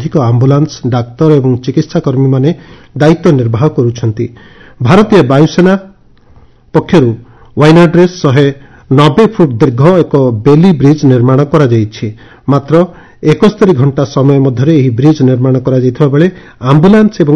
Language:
Odia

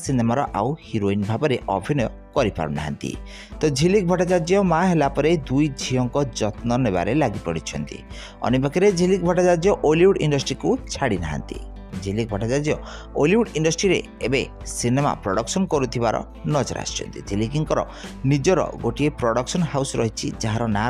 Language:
Odia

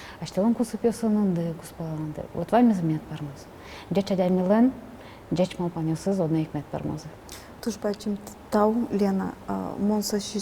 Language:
Udmurt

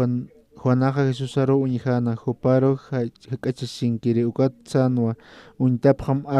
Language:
Aymara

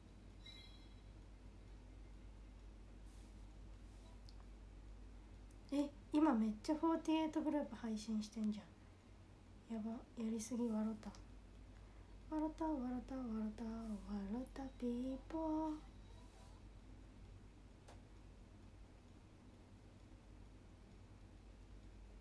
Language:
Japanese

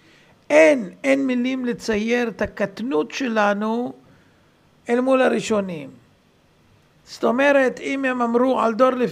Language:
Hebrew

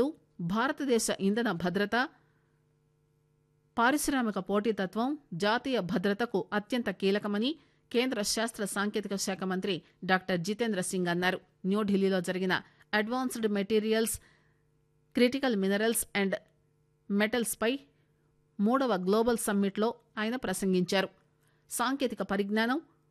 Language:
Telugu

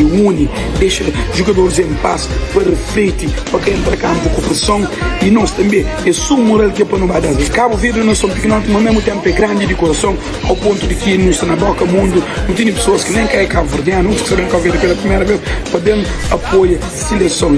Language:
Kabuverdianu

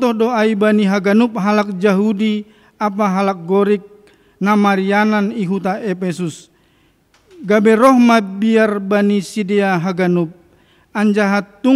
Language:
Batak Simalungun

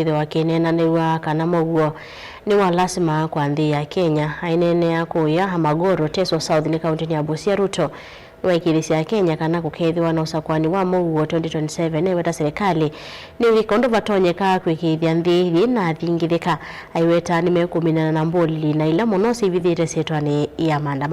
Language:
Kamba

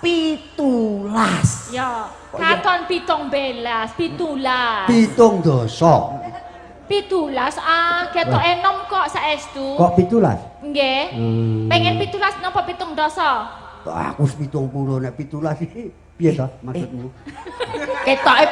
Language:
Javanese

